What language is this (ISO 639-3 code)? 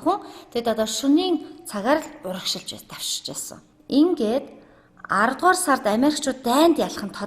mon